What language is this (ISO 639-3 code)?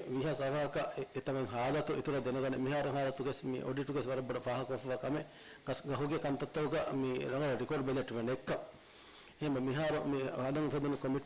div